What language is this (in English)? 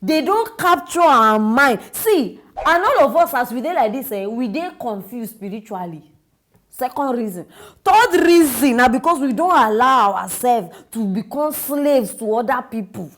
Nigerian Pidgin